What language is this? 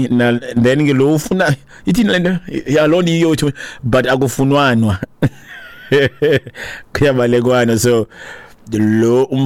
Xhosa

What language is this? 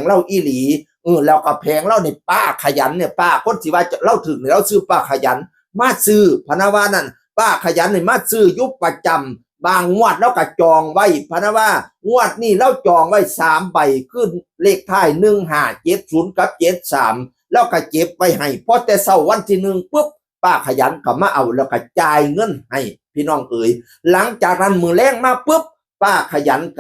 Northeastern Thai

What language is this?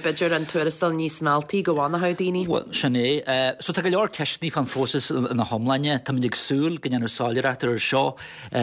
Irish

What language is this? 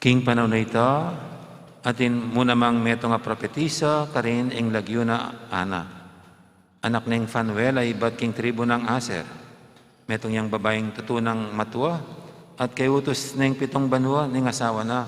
Pampanga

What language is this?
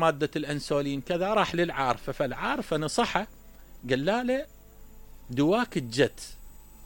Mesopotamian Arabic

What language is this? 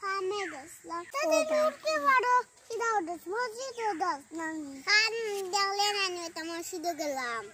Sylheti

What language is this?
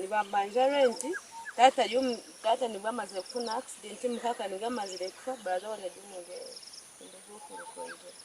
Nyankole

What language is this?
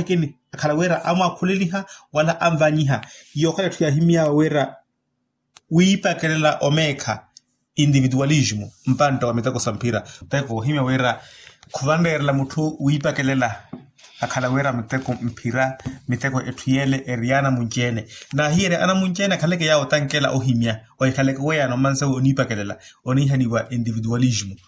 Makhuwa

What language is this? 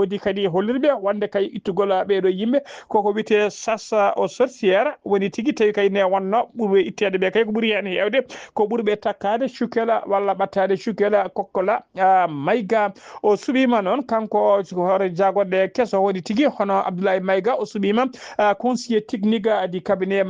Fula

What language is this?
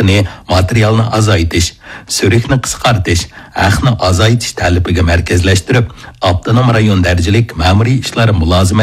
Uyghur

